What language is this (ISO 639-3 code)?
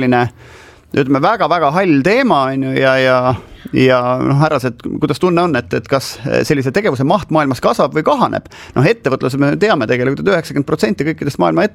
est